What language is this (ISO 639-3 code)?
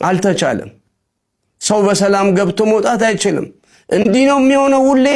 amh